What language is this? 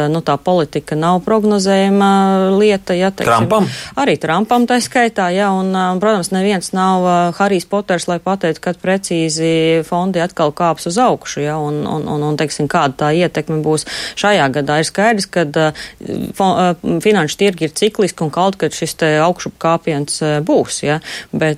Latvian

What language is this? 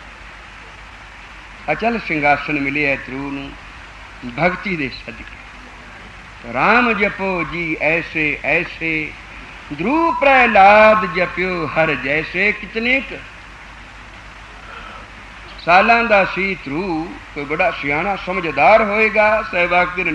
Punjabi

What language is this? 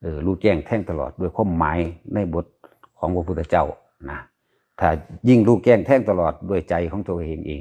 Lao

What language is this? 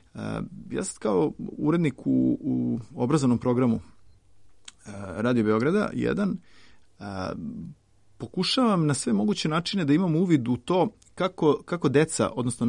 Serbian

